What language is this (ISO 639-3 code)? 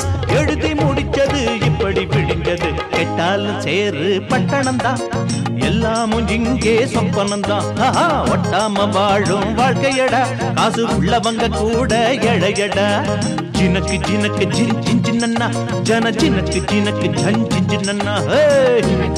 tam